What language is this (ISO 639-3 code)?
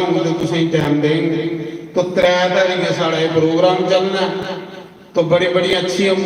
doi